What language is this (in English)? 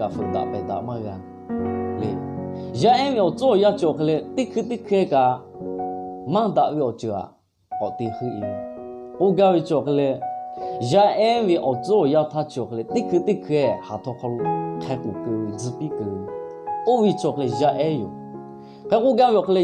Lahu